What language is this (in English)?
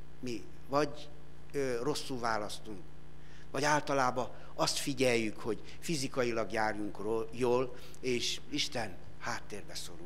Hungarian